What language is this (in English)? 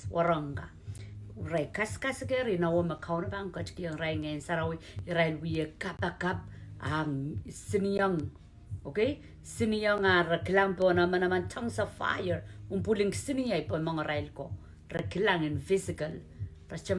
Pohnpeian